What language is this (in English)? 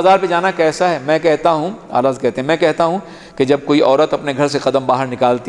Urdu